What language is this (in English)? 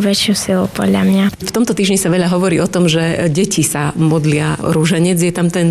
Slovak